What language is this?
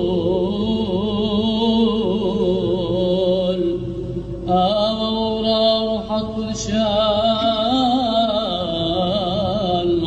Classical Syriac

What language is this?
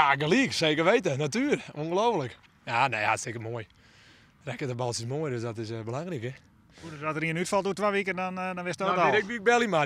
Western Frisian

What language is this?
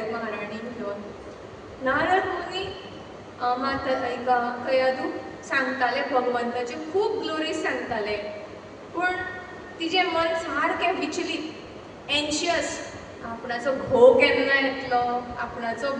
Konkani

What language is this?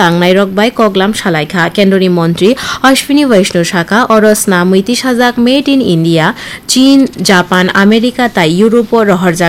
Kok Borok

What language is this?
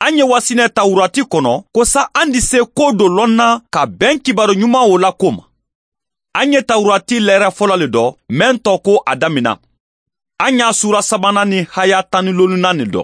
Mandingo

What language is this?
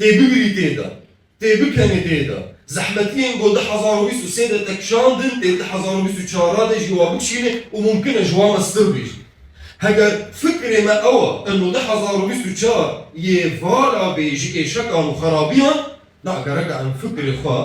Kurdish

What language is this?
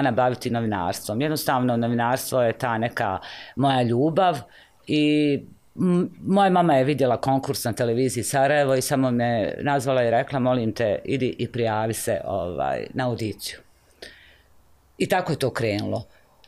Bosnian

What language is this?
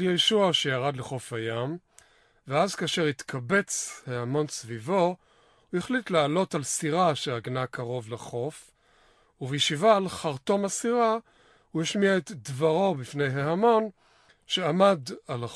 Hebrew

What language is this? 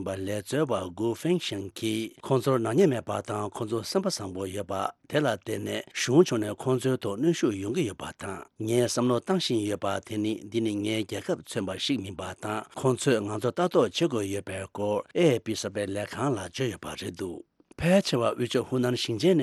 Tibetan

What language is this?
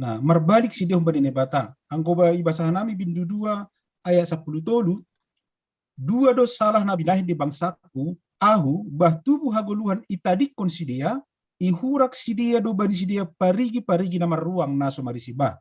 Batak Simalungun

